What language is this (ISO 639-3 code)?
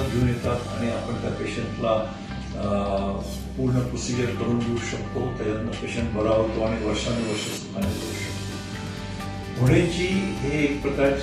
mar